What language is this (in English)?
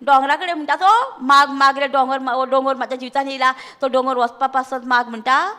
Konkani